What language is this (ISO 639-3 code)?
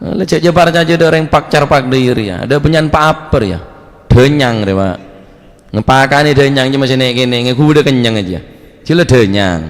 mad